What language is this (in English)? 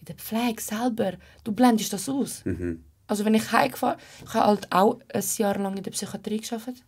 Swiss German